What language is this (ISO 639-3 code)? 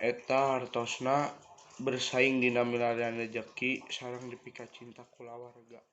sun